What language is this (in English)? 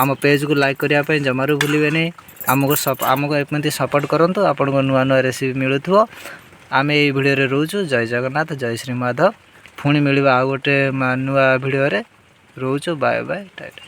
Odia